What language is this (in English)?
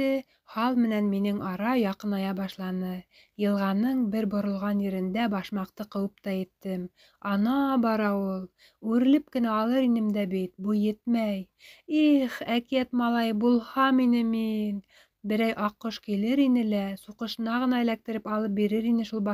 Bashkir